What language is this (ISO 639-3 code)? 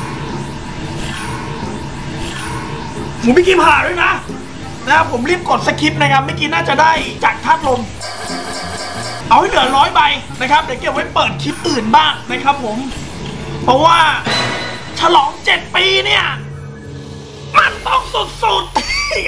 tha